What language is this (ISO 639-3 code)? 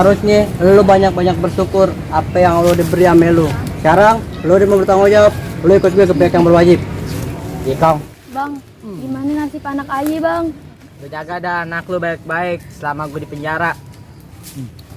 bew